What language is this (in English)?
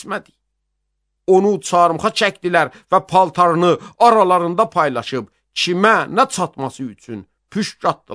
Azerbaijani